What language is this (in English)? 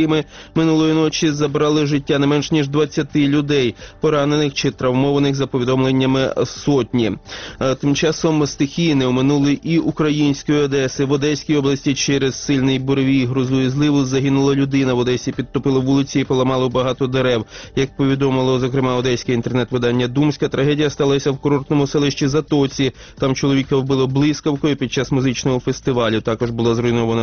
Ukrainian